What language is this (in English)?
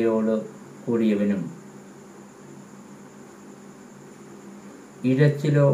Malayalam